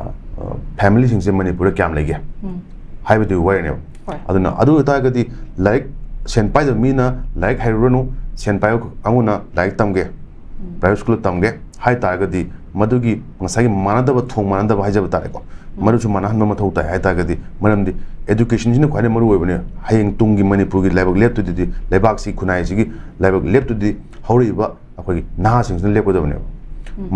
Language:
Manipuri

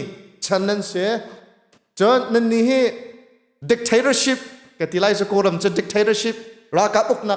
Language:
Hakha Chin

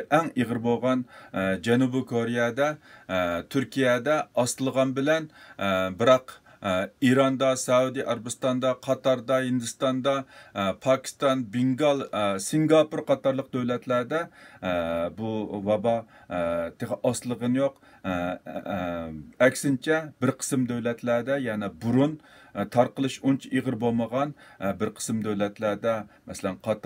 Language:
Uyghur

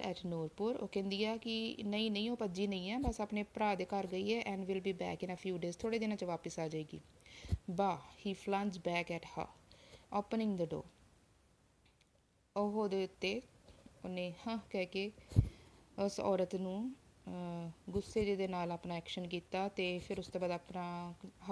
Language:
Punjabi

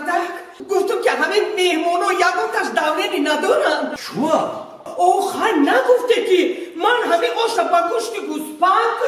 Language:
Tajik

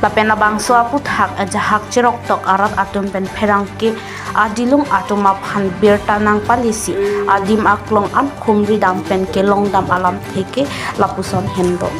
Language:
Karbi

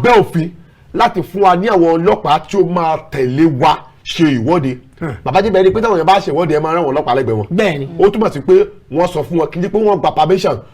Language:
Yoruba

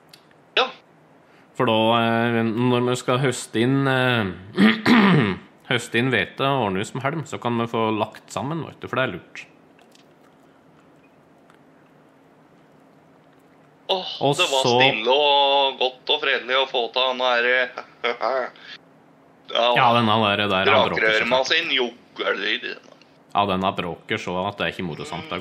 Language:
Norwegian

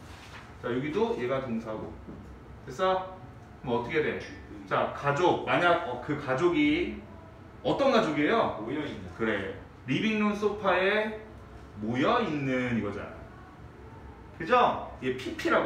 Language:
Korean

